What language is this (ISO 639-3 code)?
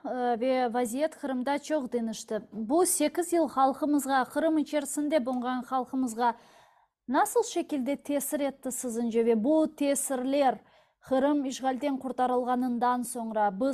crh